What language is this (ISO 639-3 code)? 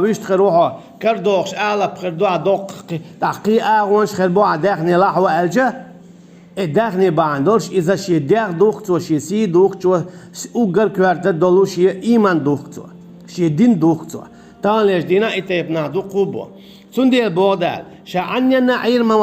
che